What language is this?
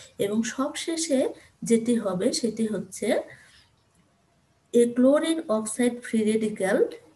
Bangla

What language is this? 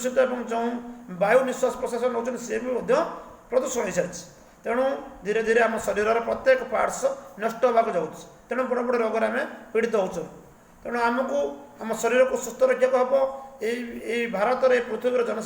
Odia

